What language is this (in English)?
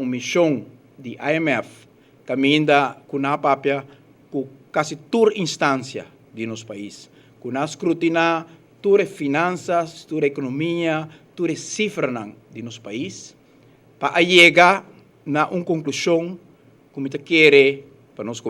Papiamento